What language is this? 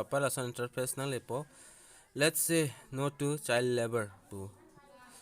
Karbi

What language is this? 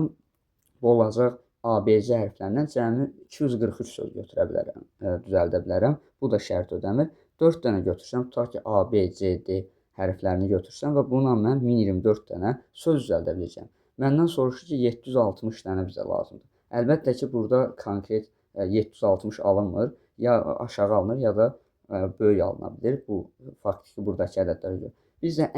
Azerbaijani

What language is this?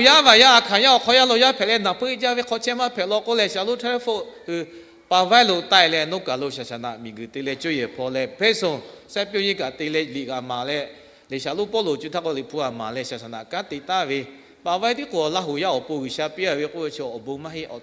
Lahu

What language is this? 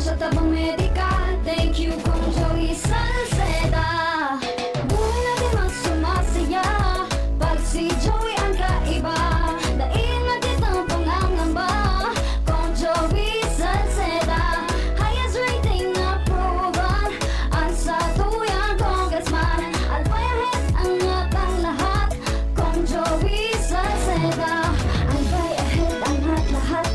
Bikol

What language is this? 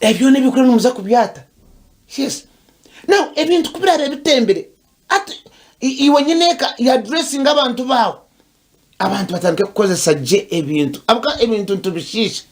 Nyankole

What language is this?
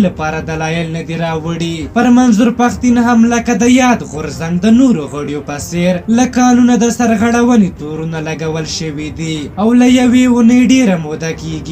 Pashto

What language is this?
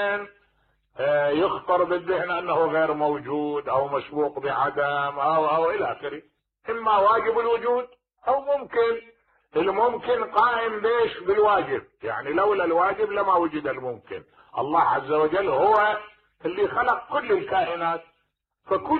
Mesopotamian Arabic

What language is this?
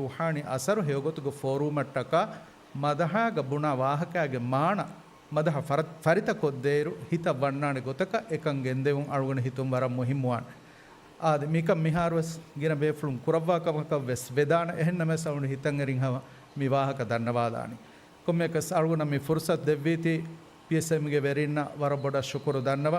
Divehi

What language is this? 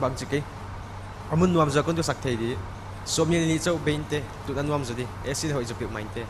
Paite Chin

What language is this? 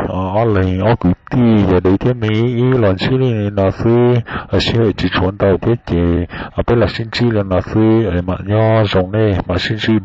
Hmong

